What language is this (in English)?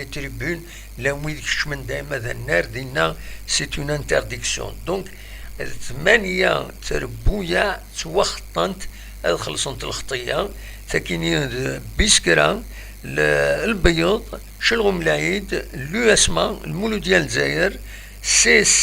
Kabyle